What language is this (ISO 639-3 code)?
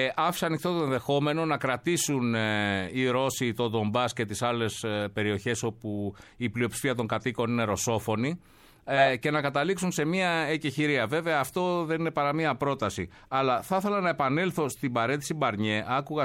ell